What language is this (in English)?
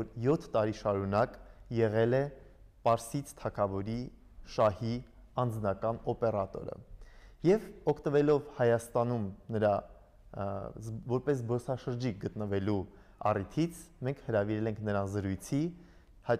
Armenian